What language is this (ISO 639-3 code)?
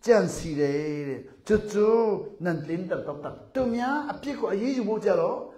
cnh